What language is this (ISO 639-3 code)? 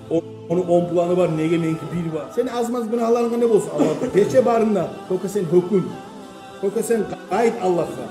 kum